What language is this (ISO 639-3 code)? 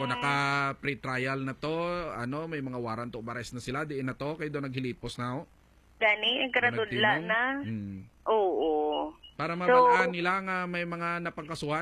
hil